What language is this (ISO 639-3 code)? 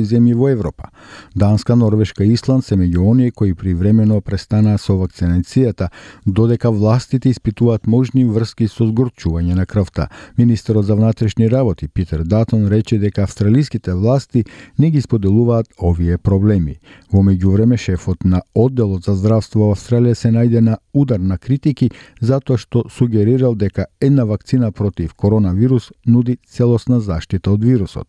mkd